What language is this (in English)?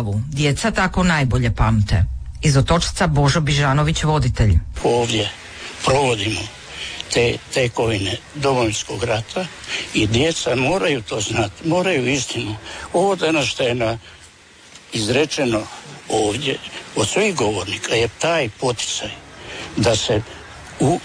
Croatian